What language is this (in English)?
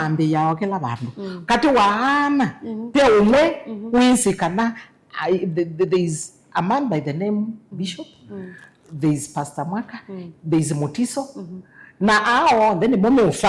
Kamba